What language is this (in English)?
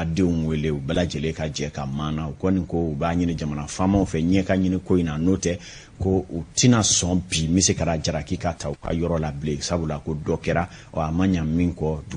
Bambara